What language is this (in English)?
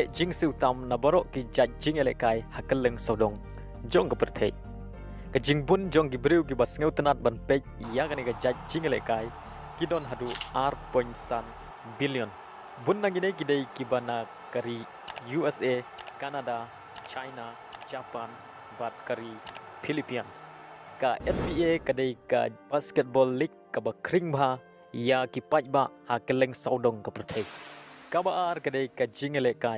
Khasi